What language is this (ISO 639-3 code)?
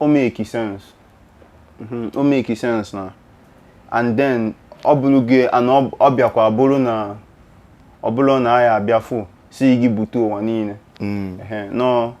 ibo